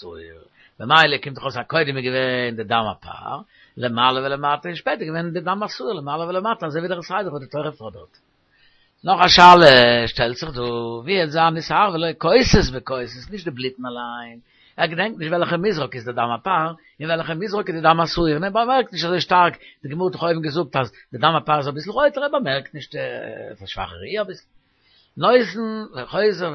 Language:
Yiddish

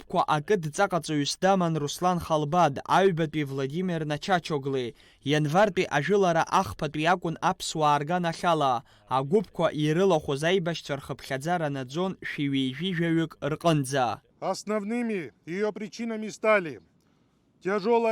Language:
Abkhazian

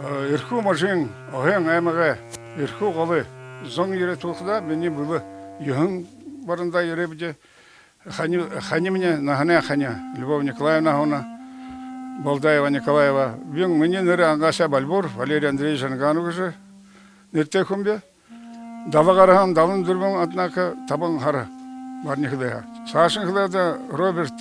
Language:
Buriat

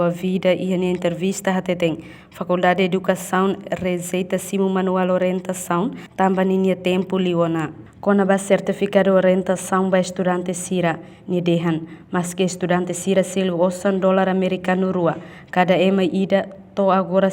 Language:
Tetum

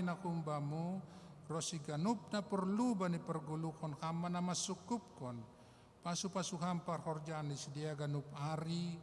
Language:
Batak Simalungun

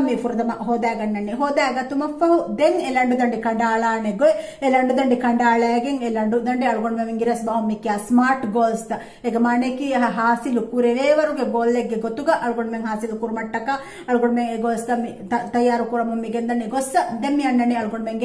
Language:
Divehi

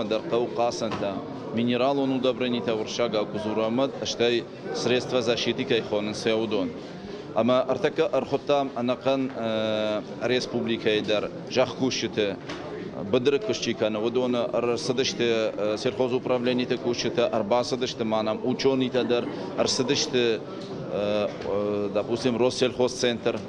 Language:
Ossetic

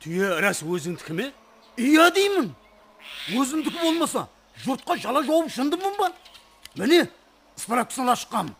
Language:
Kara-Kalpak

